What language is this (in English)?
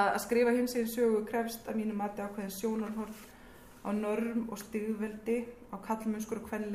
Icelandic